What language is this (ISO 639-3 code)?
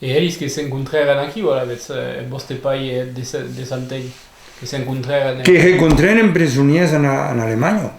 oci